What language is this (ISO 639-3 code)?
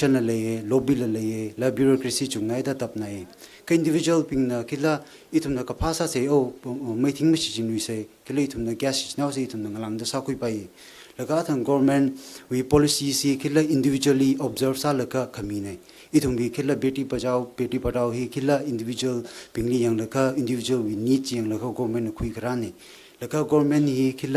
nmf